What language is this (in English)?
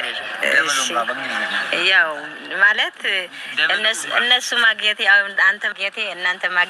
Amharic